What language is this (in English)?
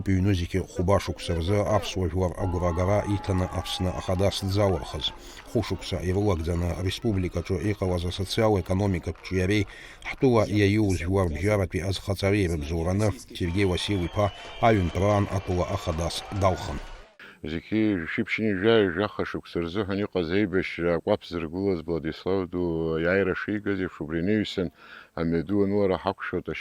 Abkhazian